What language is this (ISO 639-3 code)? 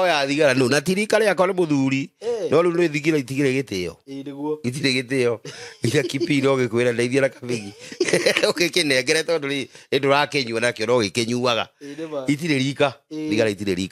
kik